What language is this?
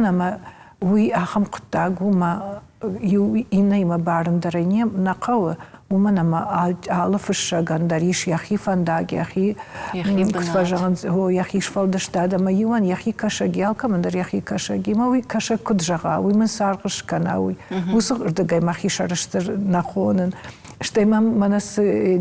Ossetic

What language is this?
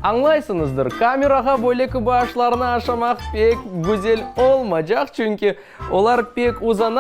Crimean Tatar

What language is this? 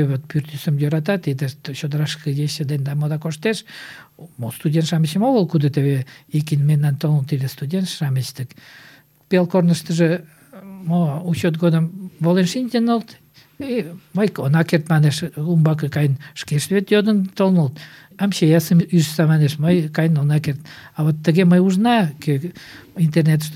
Mari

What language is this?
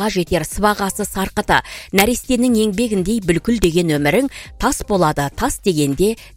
Kazakh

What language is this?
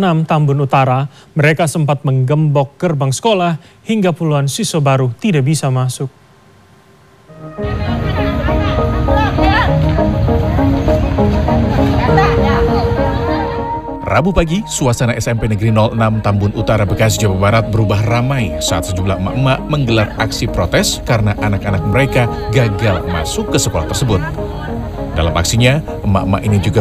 Indonesian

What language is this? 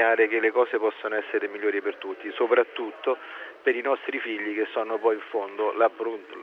Italian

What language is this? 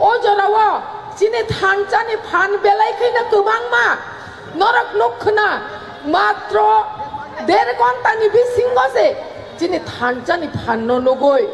Kok Borok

